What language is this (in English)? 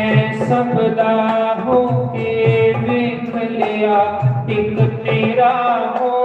Dogri